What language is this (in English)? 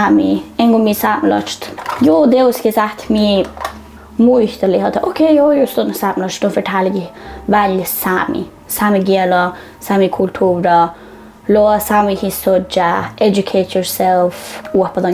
Northern Sami